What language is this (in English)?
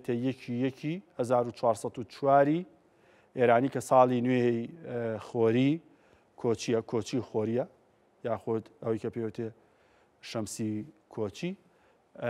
Central Kurdish